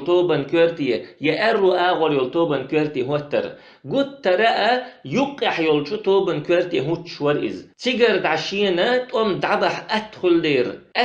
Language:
Chechen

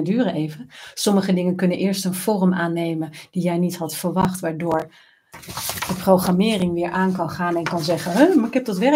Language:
Dutch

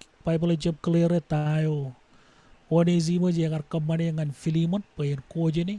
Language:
Marshallese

